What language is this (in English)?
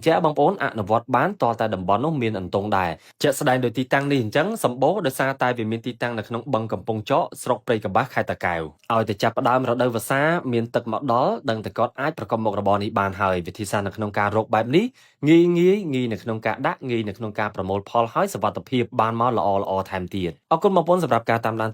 Khmer